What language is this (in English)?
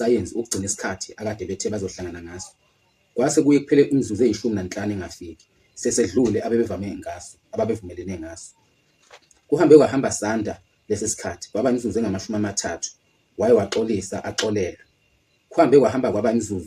Zulu